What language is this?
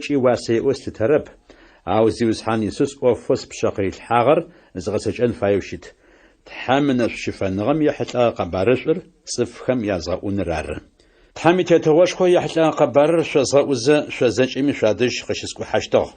Adyghe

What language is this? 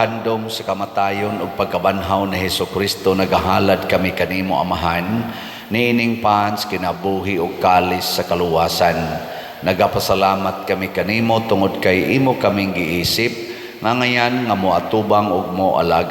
Cebuano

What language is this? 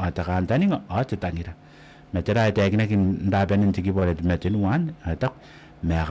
Gilbertese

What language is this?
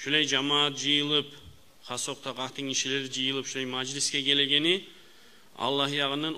Kumyk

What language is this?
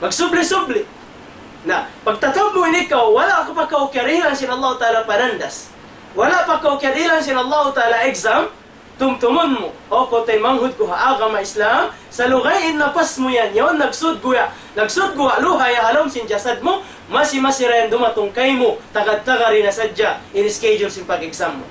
Tausug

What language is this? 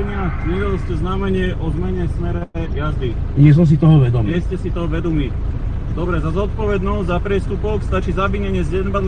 Slovak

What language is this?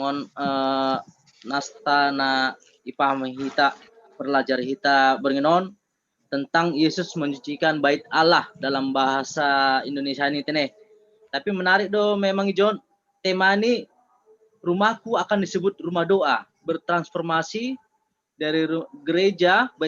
Batak Simalungun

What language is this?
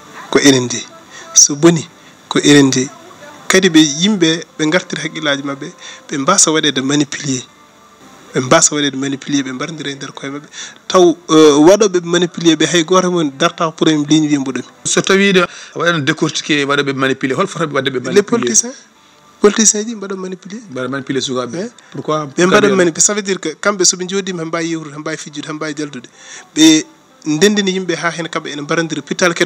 Fula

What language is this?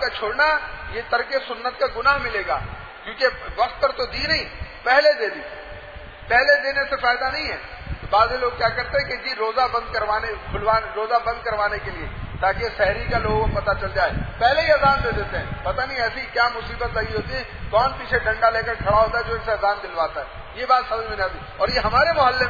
Urdu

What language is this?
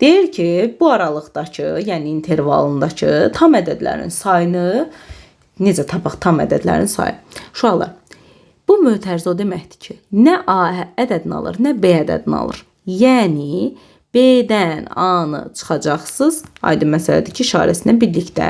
Azerbaijani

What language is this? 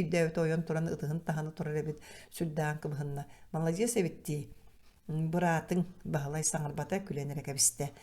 Yakut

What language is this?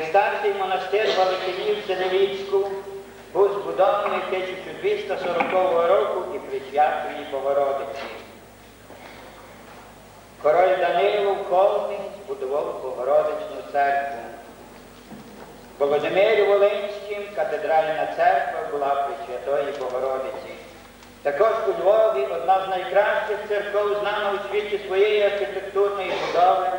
Ukrainian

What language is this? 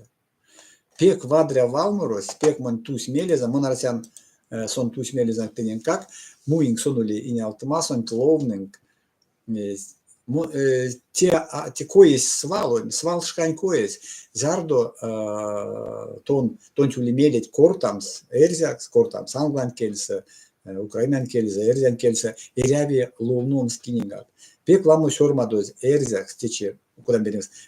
Erzya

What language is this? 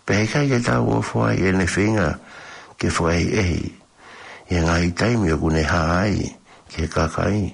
Tongan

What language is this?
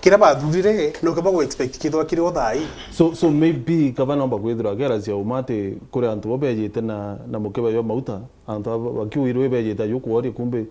Meru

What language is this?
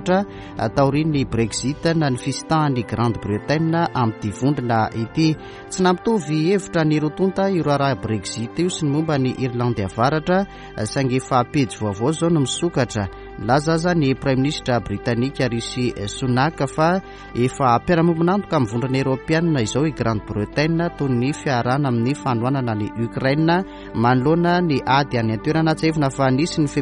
Malagasy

